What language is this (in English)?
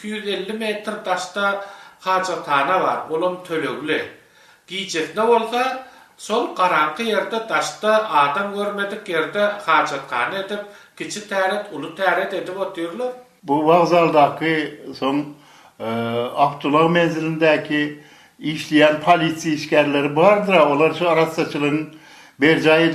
Turkmen